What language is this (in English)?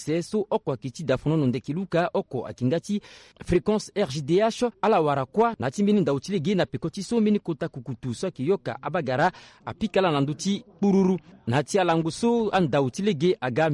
Sango